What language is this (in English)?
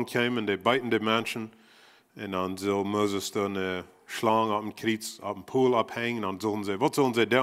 Plautdietsch